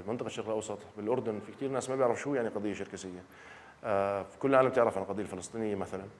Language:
North Levantine Arabic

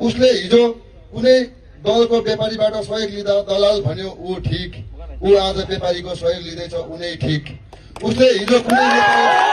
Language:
Nepali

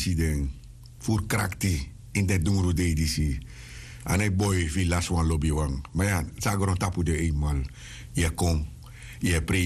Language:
Sranan Tongo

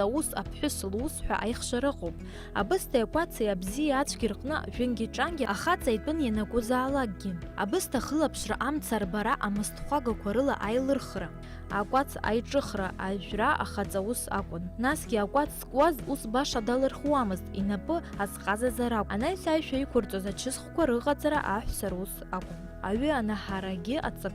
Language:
Abkhazian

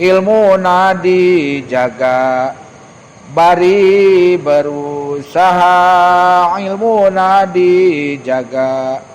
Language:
Sundanese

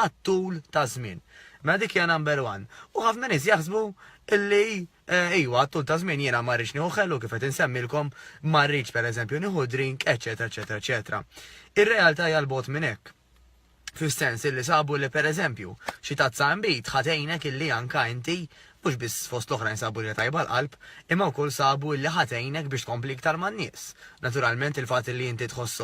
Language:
Maltese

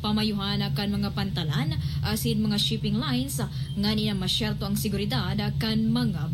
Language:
Bikol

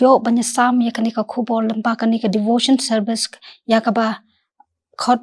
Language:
Khasi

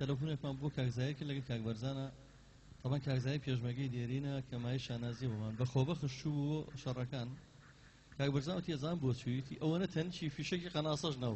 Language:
Central Kurdish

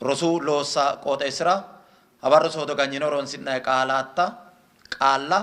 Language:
Sidamo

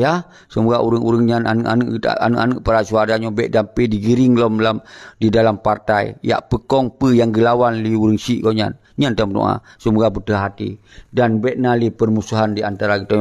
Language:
Achinese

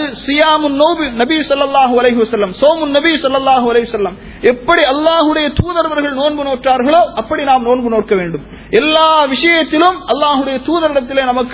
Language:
Tamil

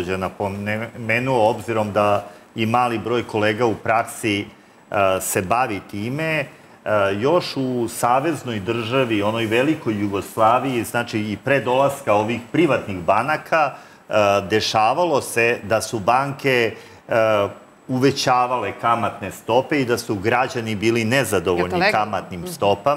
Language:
Serbian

